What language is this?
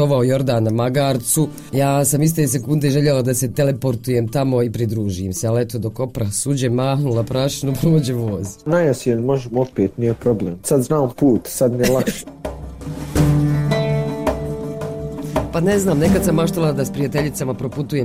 Bosnian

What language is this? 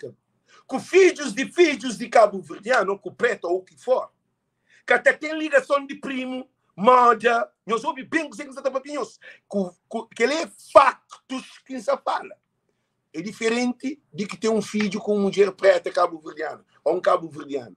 Kabuverdianu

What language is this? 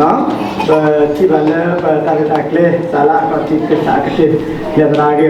S'gaw Karen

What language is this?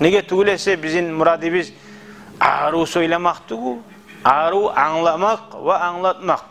Kumyk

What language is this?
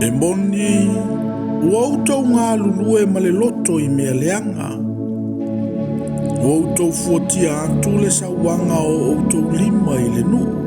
Samoan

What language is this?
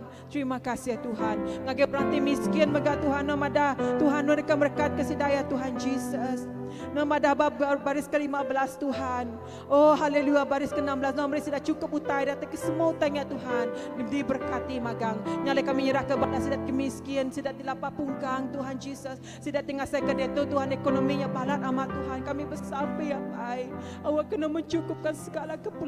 Iban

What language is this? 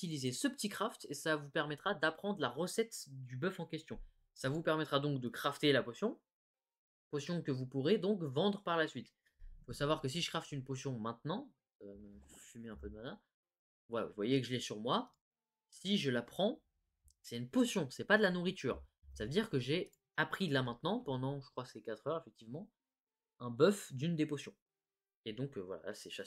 French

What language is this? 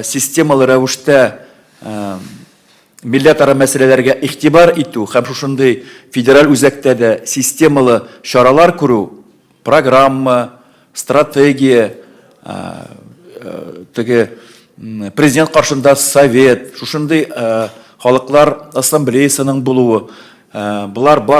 Tatar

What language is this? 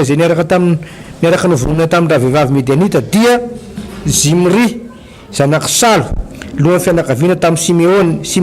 Malagasy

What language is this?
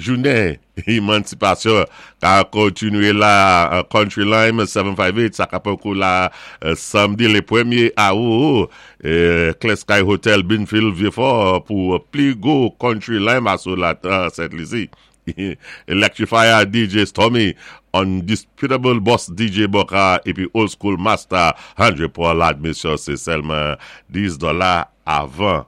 Saint Lucian Creole French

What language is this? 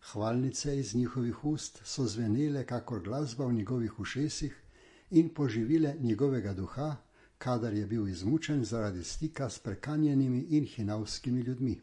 Slovenian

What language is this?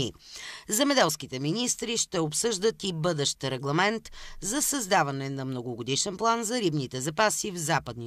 Bulgarian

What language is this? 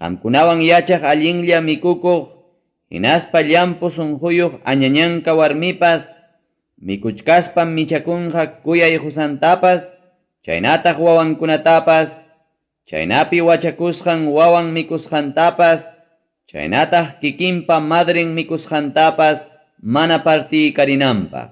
Ayacucho Quechua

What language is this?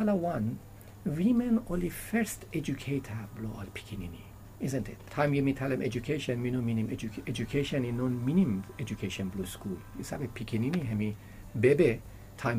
Bislama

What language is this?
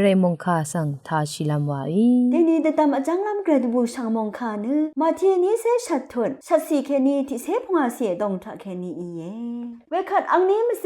Rawang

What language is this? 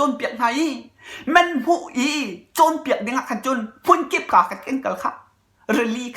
Hakha Chin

